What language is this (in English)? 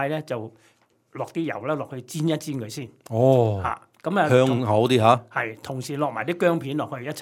Cantonese